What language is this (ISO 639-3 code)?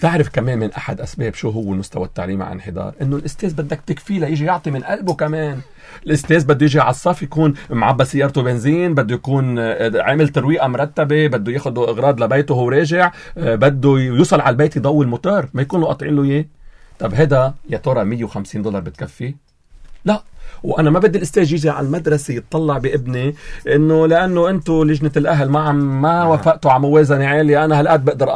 apc